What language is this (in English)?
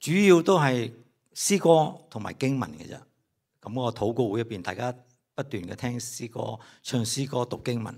Cantonese